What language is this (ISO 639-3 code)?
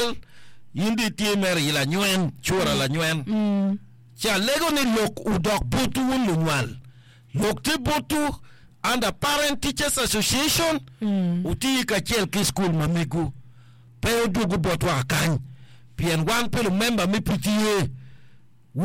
ach